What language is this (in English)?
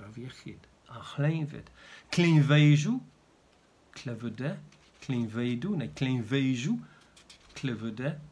Welsh